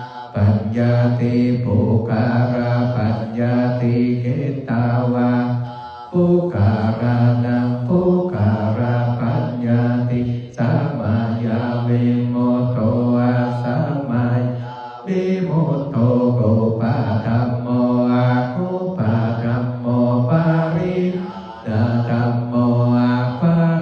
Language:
Pali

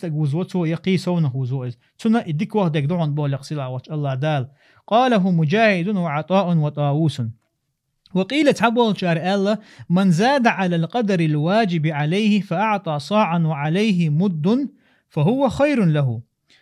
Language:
Chechen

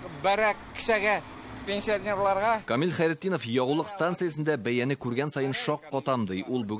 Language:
Tatar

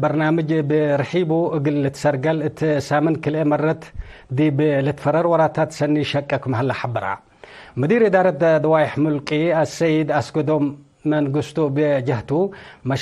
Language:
Tigre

